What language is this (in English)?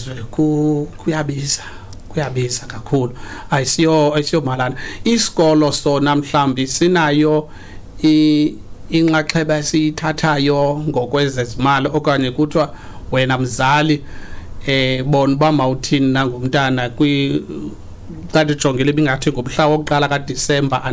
Xhosa